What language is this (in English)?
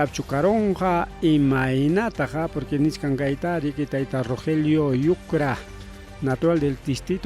Ayacucho Quechua